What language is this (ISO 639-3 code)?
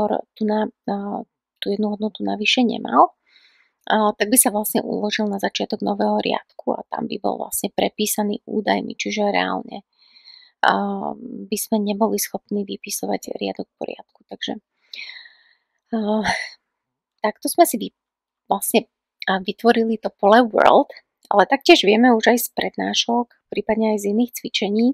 slk